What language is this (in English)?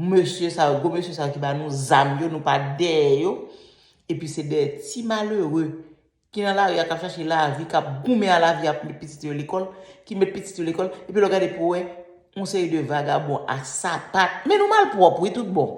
Haitian Creole